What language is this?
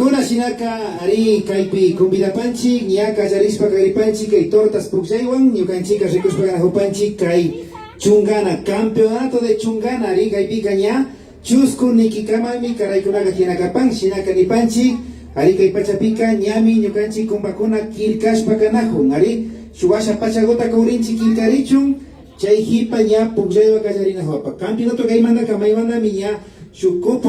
Imbabura Highland Quichua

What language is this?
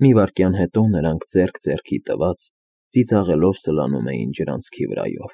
Armenian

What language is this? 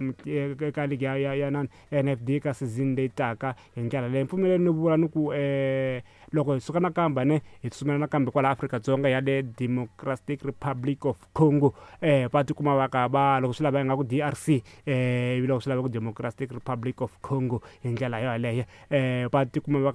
Tsonga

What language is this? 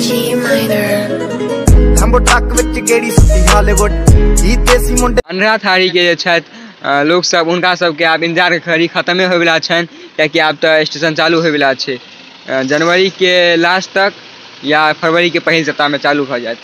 Maithili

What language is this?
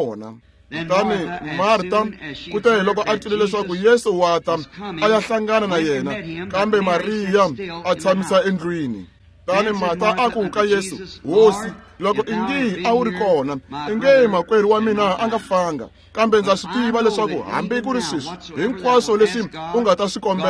Tsonga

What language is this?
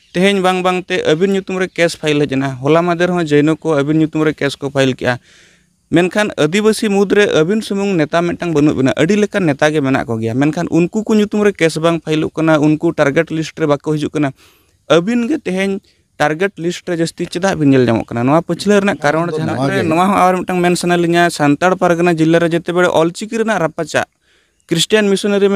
Santali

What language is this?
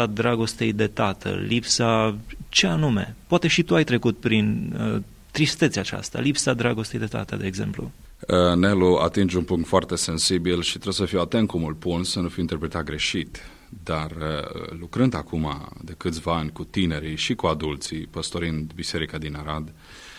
Romanian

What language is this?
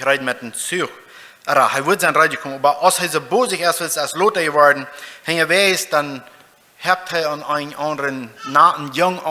Plautdietsch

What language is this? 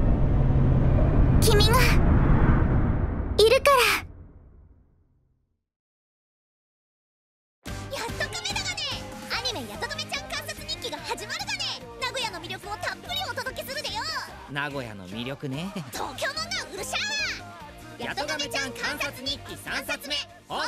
Japanese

